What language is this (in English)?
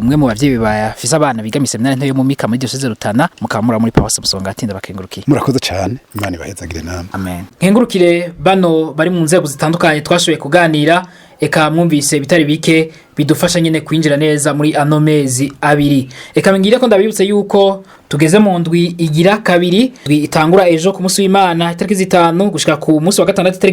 Rundi